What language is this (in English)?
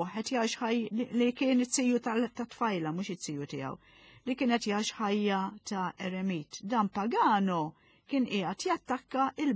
Maltese